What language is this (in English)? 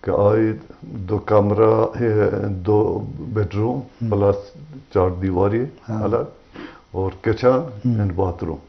Eastern Balochi